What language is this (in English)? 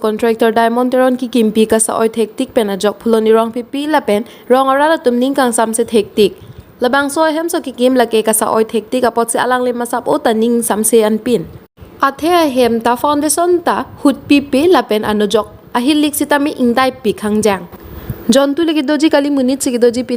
Karbi